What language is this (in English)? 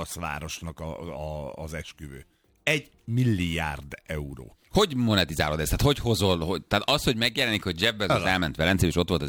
Hungarian